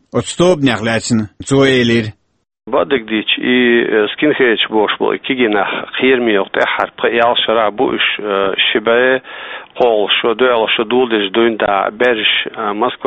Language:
Chechen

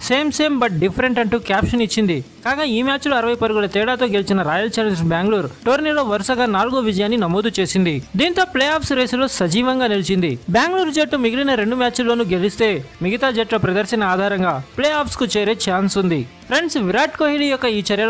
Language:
Telugu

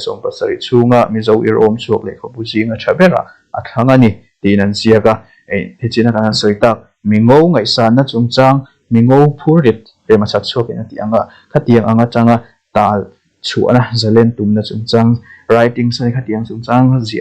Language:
Mizo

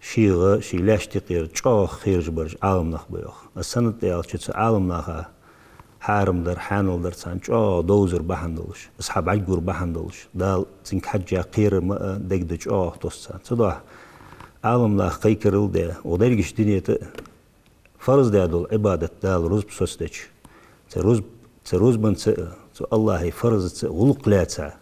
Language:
Ingush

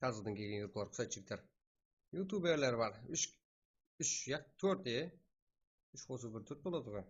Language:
Kara-Kalpak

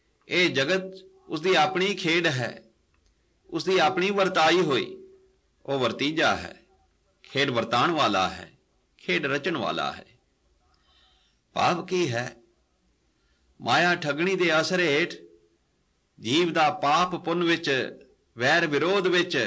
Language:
Punjabi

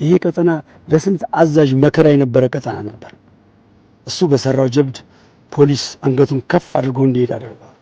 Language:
Amharic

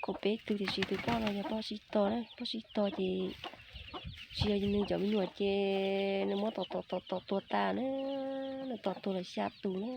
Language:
Hmong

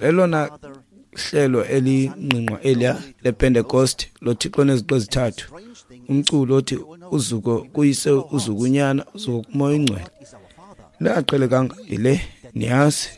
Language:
Xhosa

